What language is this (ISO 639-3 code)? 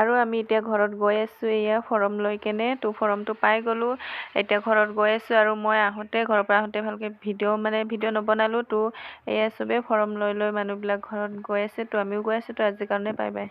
asm